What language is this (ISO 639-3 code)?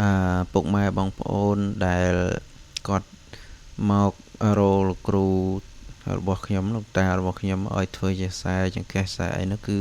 khm